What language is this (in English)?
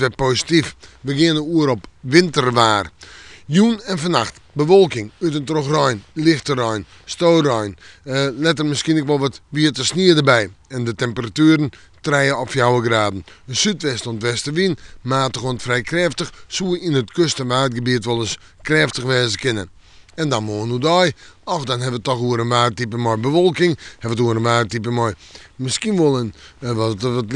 Western Frisian